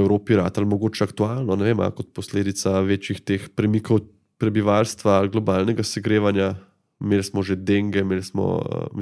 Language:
Slovenian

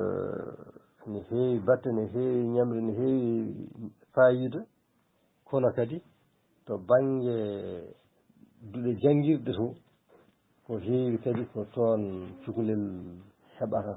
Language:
Fula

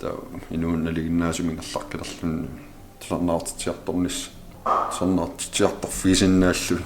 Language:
Kalaallisut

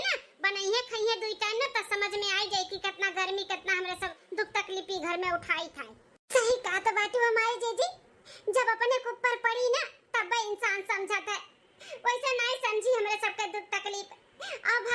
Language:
Awadhi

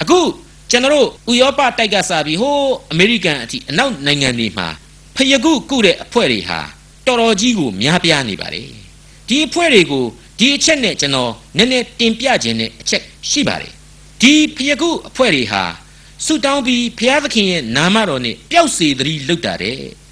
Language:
Burmese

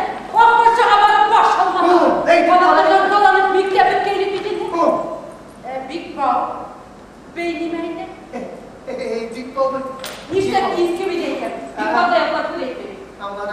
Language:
Bashkir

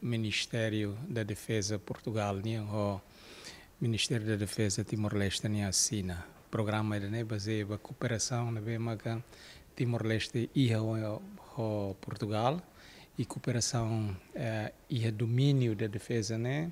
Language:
Tetum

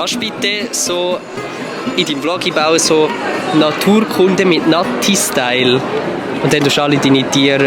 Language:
Swiss German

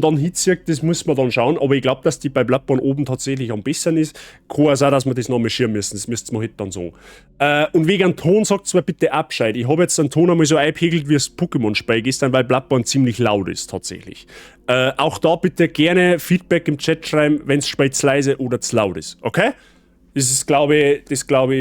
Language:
Bavarian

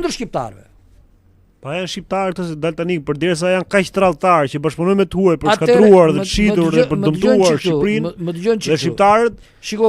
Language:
Albanian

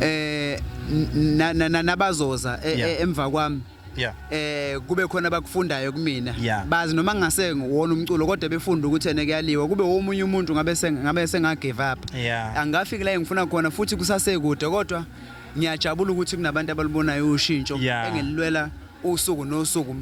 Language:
Zulu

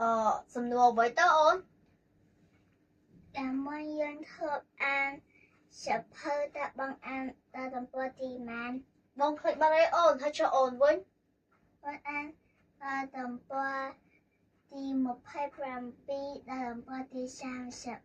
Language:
Khmer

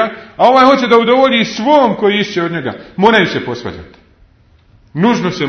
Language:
Bosnian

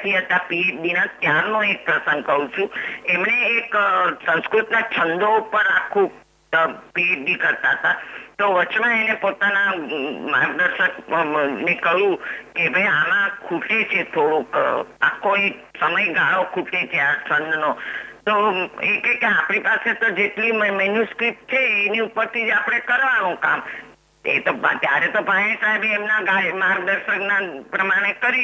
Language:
Gujarati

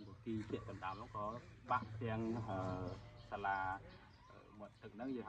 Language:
Khmer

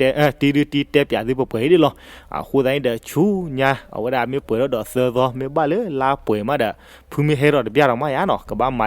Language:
S'gaw Karen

